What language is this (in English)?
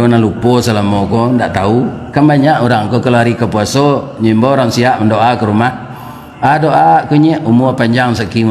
Minangkabau